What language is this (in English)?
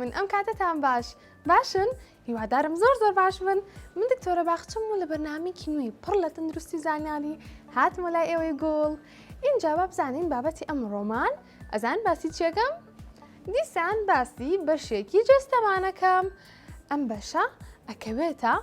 Central Kurdish